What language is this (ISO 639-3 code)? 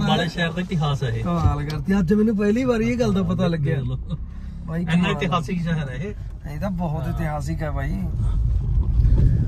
pan